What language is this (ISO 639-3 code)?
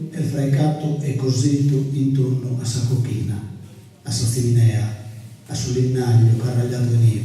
srd